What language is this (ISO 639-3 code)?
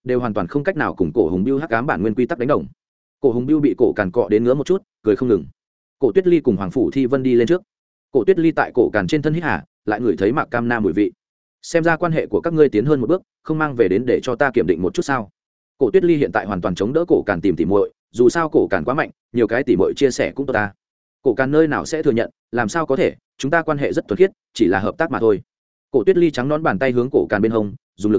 vie